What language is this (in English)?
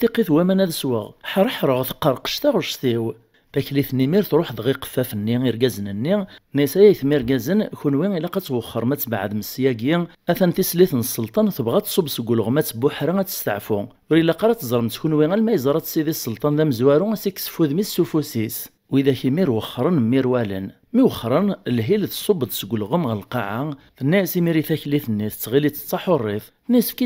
Kabyle